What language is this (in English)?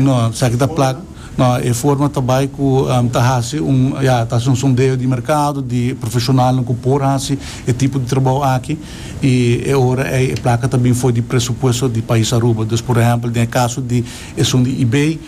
Papiamento